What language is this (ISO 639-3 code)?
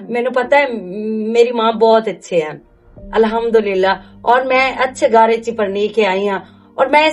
lah